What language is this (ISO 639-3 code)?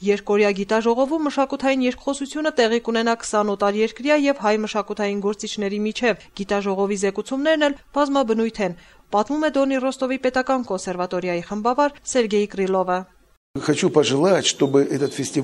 hye